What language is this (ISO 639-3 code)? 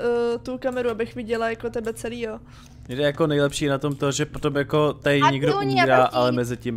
ces